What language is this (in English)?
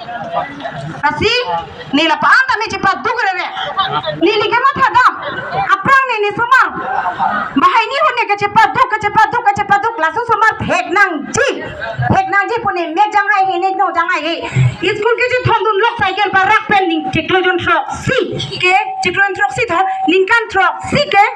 Karbi